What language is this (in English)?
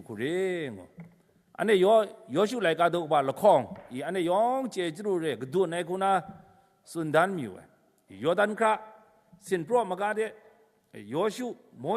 Kachin